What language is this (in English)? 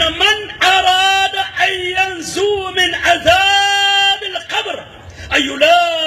Maranao